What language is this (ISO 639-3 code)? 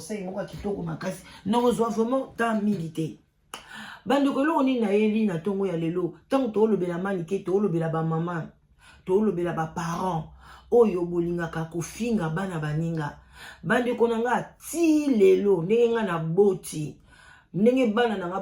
lin